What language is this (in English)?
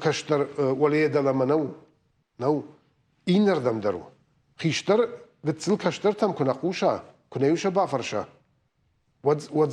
Ossetic